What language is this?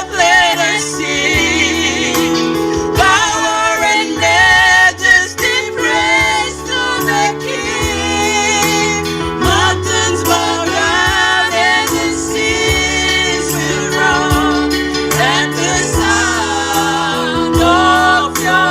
Fijian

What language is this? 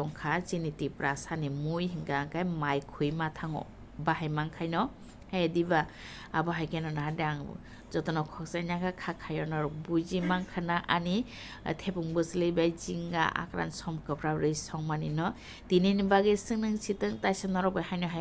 Kok Borok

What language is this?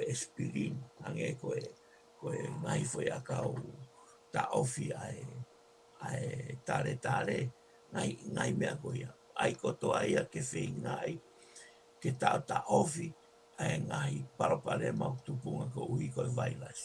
Tongan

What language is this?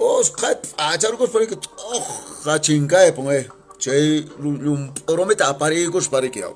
Quechua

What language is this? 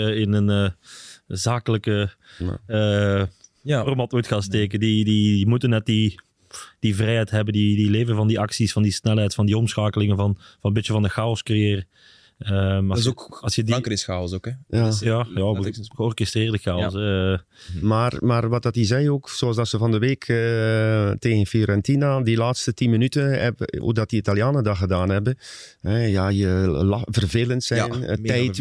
Dutch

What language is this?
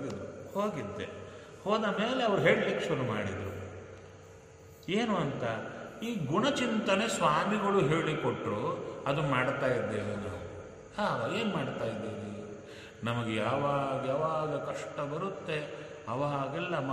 Kannada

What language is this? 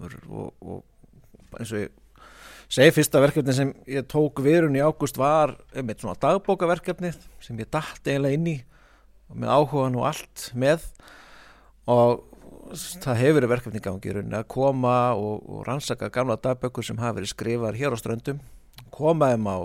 Icelandic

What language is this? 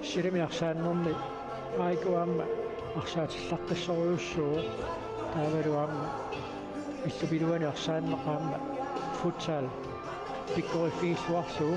Kalaallisut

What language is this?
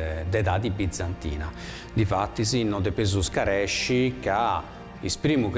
Sardinian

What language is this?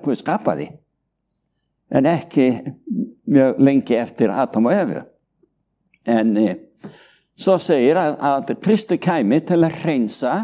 Icelandic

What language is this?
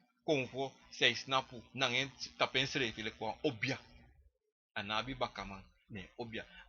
Sranan Tongo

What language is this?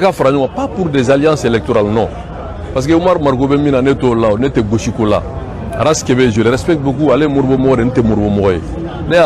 Bambara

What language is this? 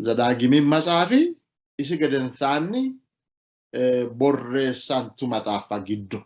Sidamo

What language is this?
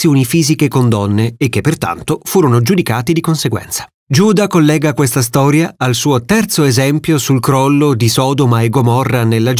Italian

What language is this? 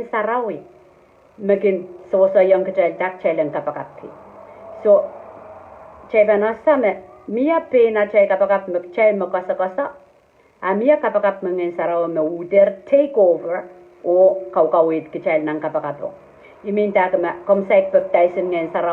Pohnpeian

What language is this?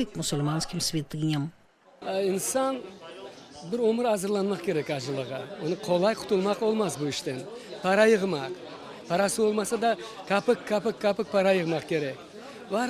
Crimean Tatar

